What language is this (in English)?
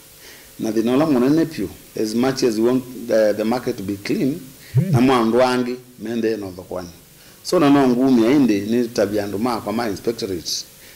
Kamba